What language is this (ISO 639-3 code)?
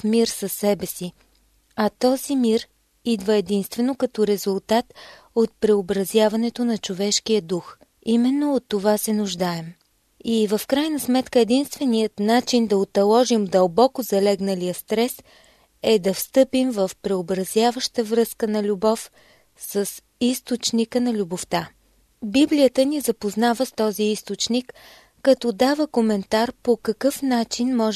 bul